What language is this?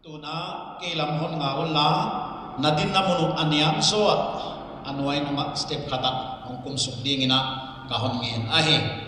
Paite Chin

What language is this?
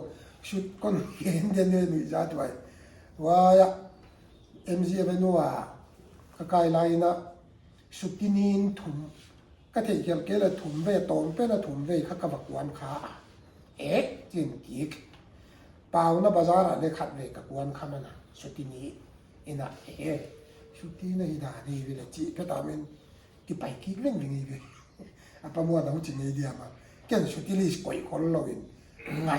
Paite Chin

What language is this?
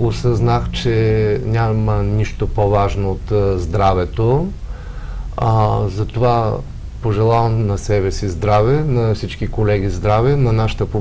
Bulgarian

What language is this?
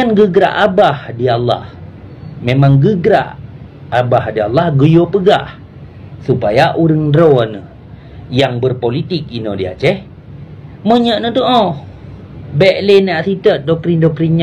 Achinese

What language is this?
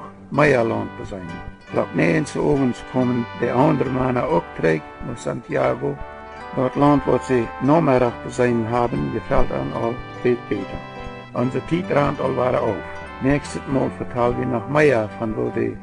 Plautdietsch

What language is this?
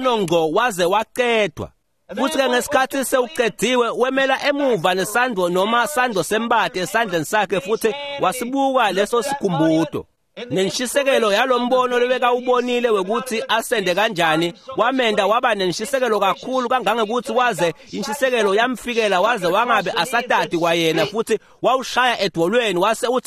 Swati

